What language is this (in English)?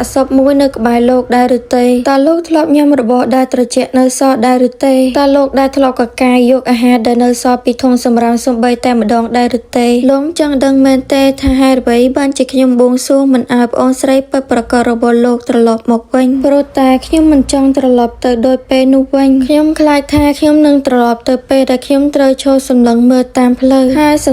Khmer